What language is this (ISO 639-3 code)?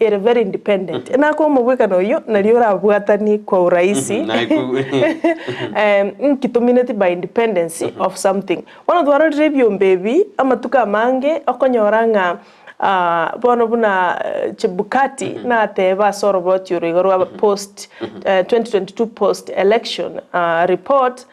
guz